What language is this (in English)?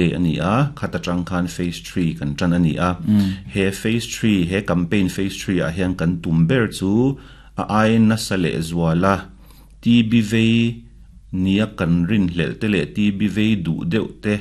Mizo